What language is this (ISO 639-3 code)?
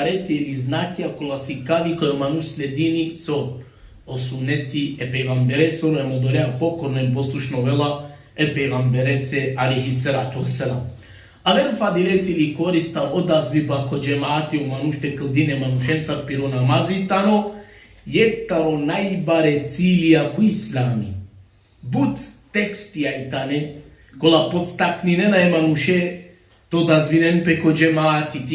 rmn